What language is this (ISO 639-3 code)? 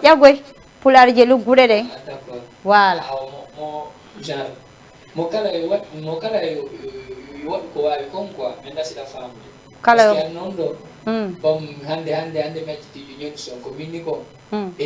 ful